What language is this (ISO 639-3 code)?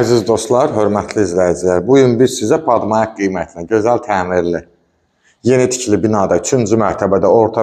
aze